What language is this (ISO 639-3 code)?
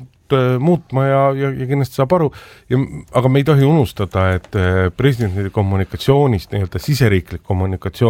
est